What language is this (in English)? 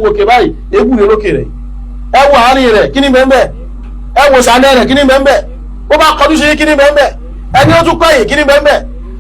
Yoruba